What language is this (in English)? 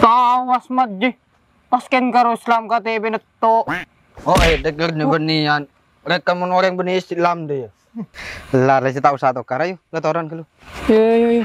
Madurese